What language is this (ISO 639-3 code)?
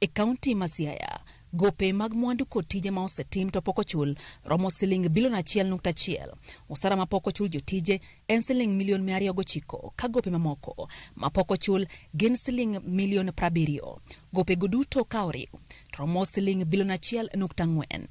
luo